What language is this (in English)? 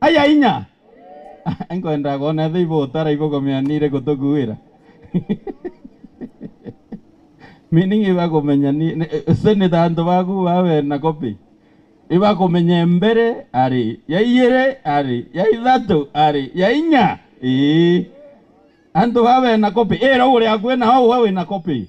Meru